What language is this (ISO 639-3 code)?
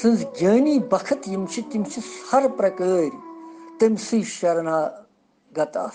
kas